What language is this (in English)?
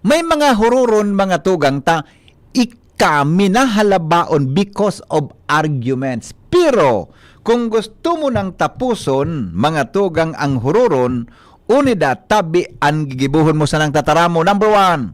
Bikol